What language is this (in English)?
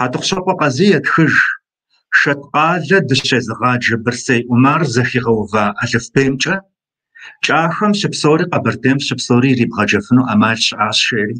Kabardian